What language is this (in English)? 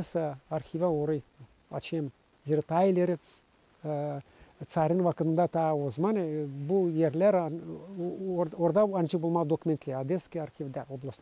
Gagauz